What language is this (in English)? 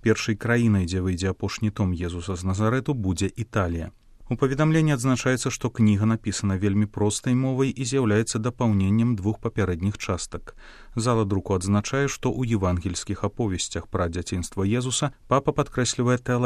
Belarusian